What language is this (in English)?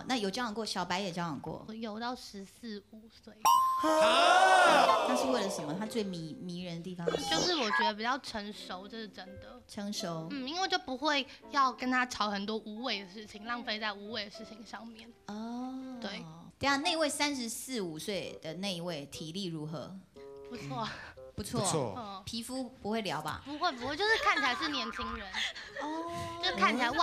Chinese